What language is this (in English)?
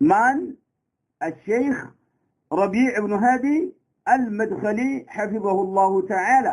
Amharic